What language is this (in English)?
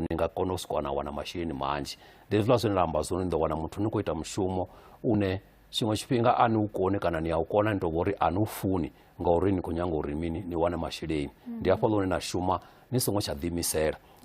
Venda